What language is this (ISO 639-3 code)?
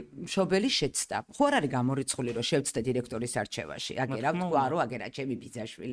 kat